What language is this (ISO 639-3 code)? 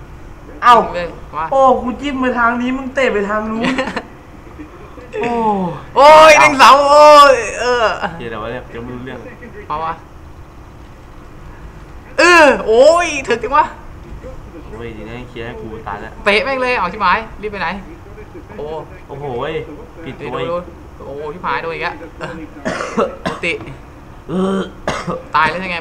tha